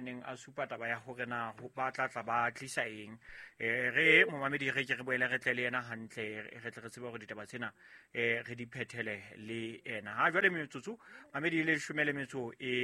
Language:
Southern Sotho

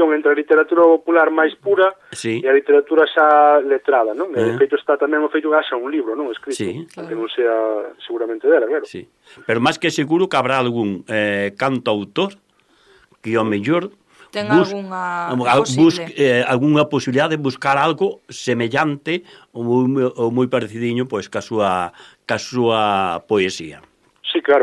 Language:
Galician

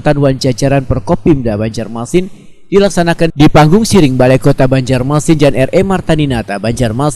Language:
Banjar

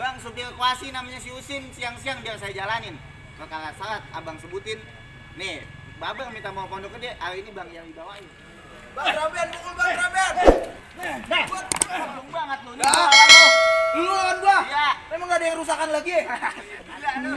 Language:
Betawi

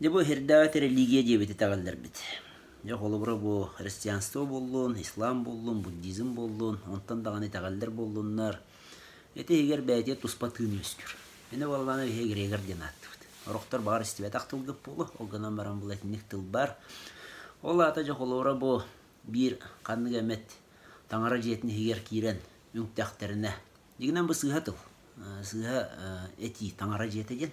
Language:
Yakut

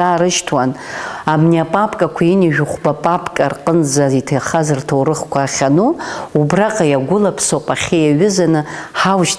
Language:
Abkhazian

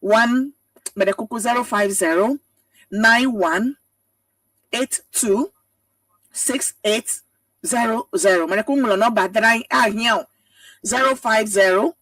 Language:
Ewe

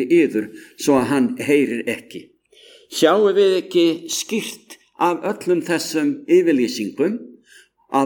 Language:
Icelandic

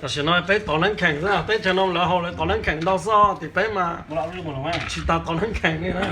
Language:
Hmong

